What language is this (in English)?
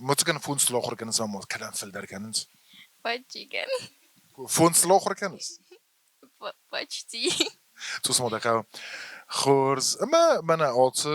Ossetic